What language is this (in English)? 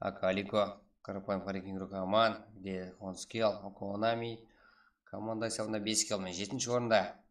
Kara-Kalpak